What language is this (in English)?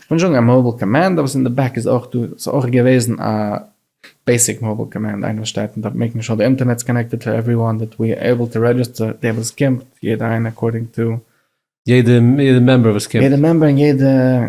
Yiddish